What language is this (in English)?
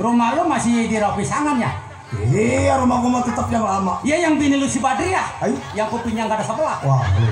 Betawi